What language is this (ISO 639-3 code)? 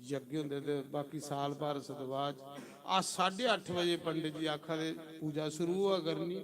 doi